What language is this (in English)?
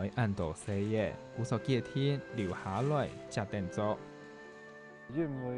Hakka Chinese